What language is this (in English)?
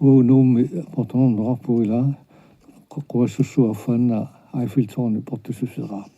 Kalaallisut